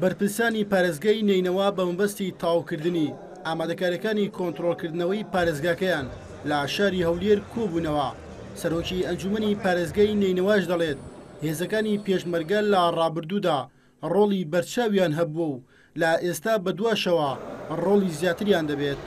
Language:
Central Kurdish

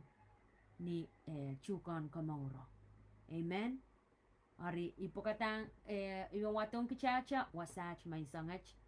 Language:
Pohnpeian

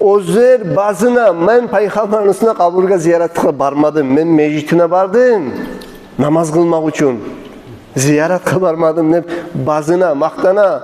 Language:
Kumyk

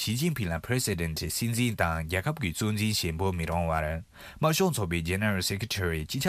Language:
Tibetan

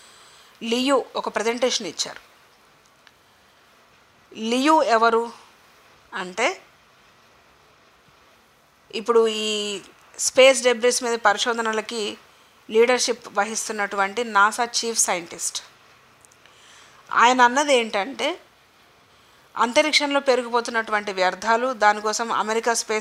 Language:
Telugu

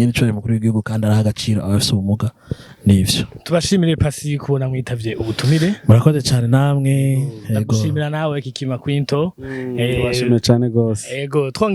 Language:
Rundi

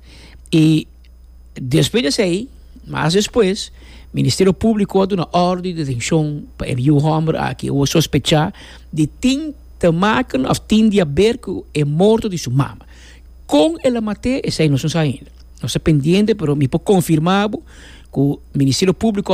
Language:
Papiamento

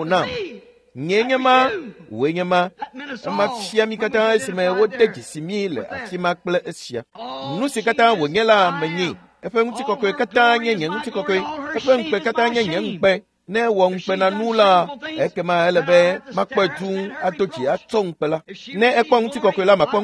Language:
Ewe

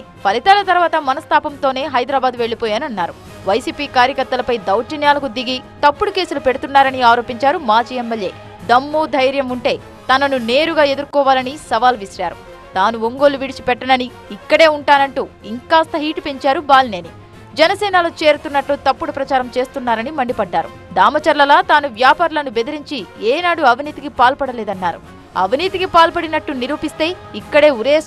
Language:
Telugu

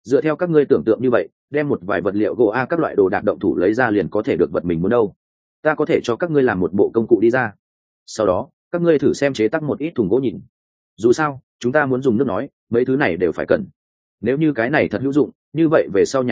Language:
Vietnamese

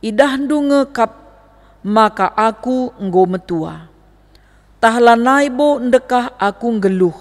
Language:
Batak Karo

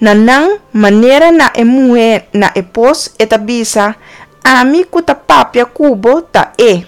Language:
Papiamento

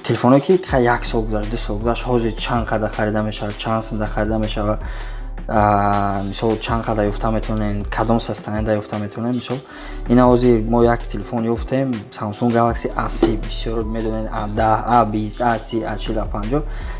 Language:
Tajik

